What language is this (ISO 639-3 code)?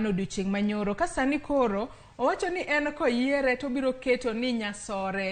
luo